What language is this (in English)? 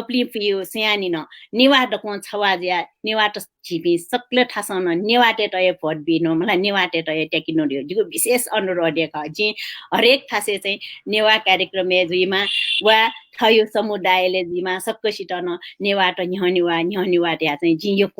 Newari